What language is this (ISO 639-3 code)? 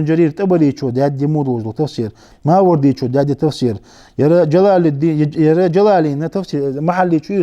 inh